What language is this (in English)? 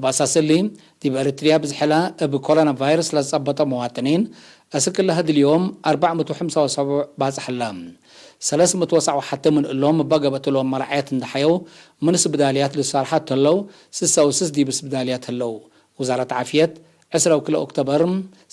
Tigre